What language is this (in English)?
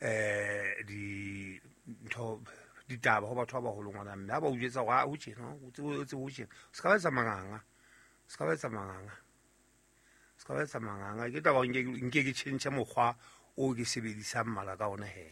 Southern Sotho